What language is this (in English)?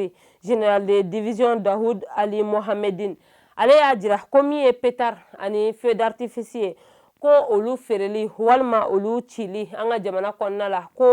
Bambara